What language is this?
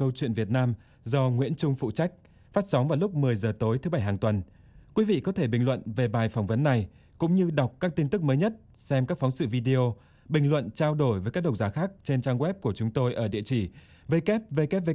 Vietnamese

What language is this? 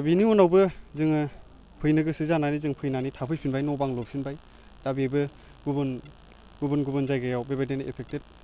Bodo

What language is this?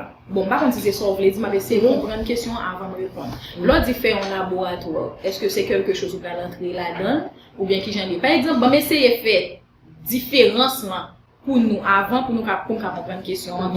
Haitian Creole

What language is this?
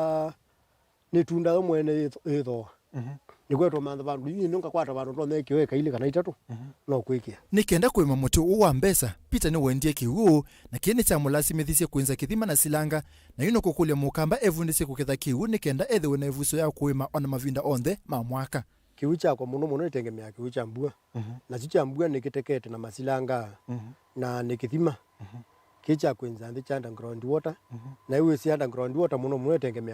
Kamba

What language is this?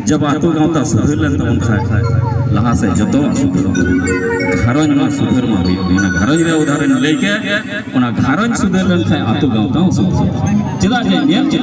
Santali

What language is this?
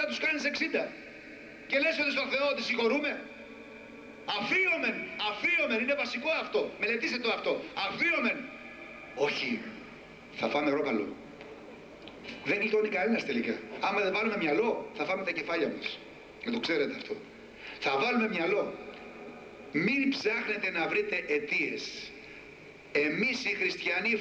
Greek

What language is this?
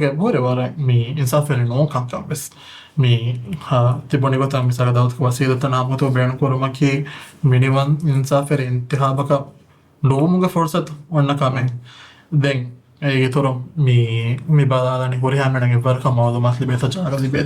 Divehi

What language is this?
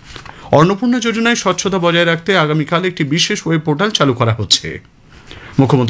Bangla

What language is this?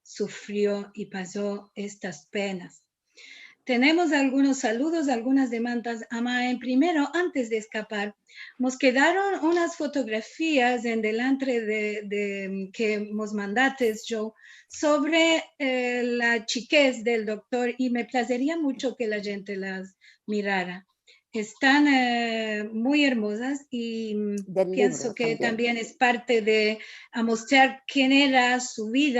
Ladino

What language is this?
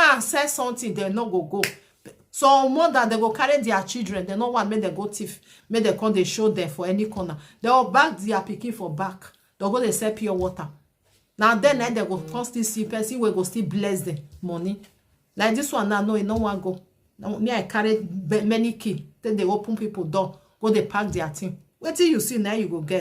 Nigerian Pidgin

